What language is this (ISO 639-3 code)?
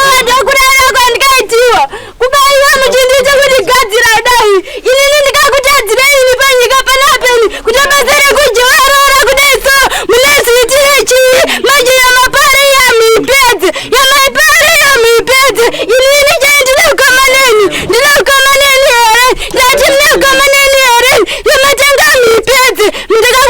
sna